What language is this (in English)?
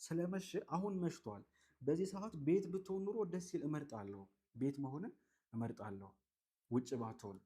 Amharic